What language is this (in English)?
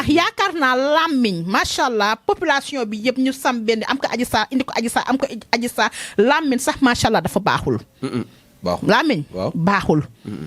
Wolof